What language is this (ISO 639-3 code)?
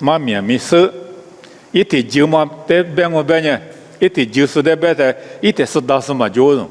lis